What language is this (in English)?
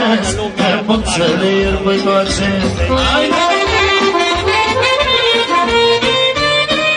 Romanian